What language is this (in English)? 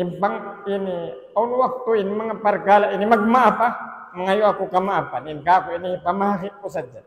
Tausug